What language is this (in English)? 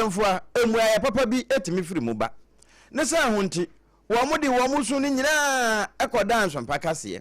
Akan